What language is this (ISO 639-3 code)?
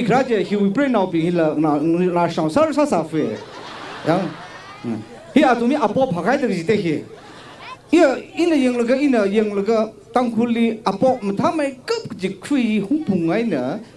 nmf